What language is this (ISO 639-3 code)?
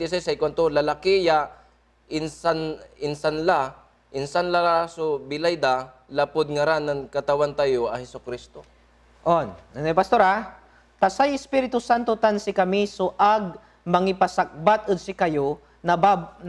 pag